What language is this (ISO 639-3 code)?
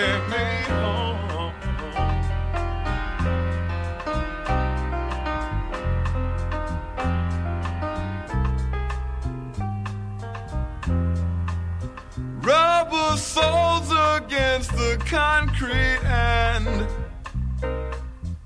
eng